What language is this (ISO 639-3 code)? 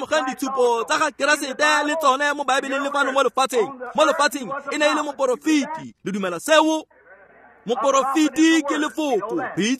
tsn